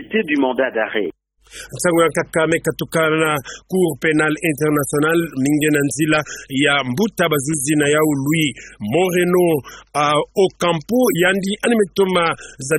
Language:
Kituba (Democratic Republic of Congo)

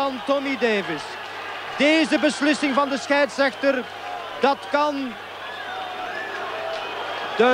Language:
Dutch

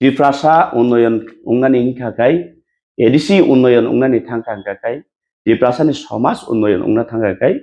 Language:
Kok Borok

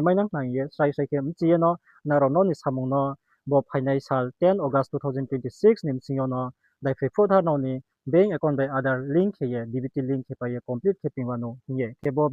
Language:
Riang (India)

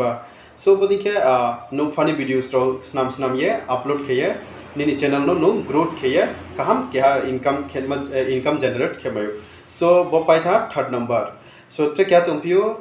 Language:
Riang (India)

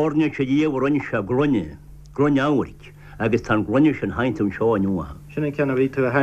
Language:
Irish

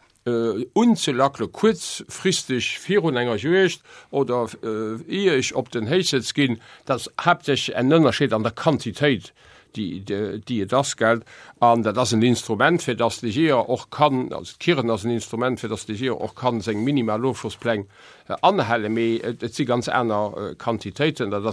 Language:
Luxembourgish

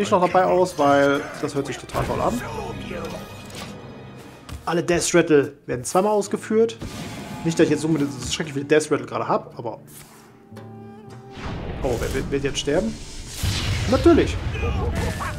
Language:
German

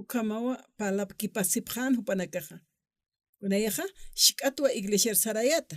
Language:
Aymara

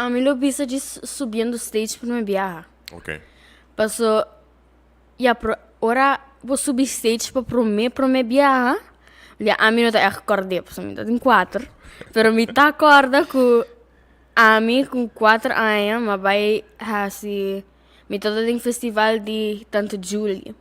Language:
Papiamento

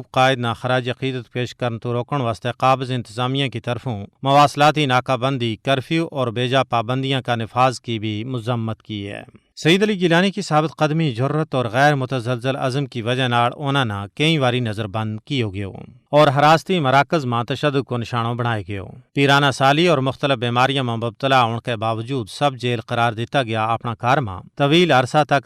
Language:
Gujari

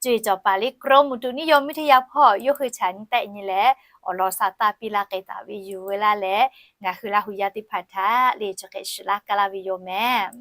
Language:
Lahu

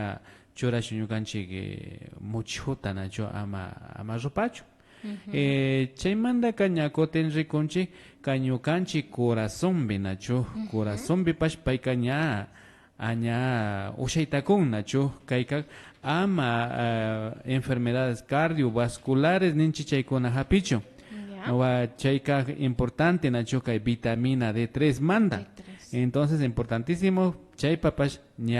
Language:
Imbabura Highland Quichua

